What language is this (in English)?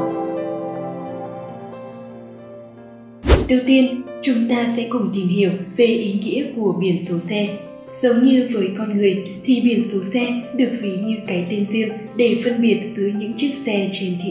Vietnamese